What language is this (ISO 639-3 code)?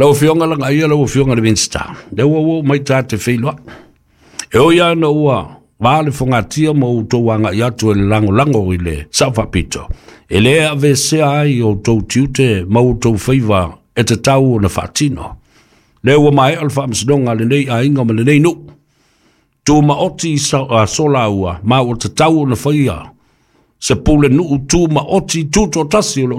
smo